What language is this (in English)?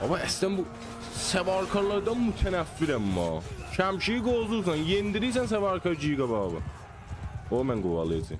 South Azerbaijani